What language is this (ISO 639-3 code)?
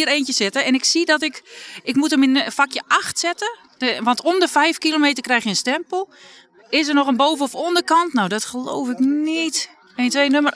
nld